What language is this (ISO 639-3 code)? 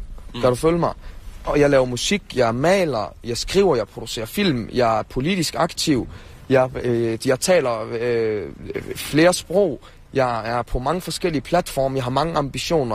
dan